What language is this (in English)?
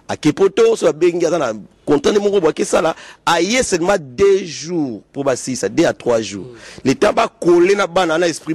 Lingala